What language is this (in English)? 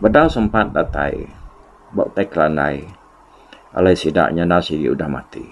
Iban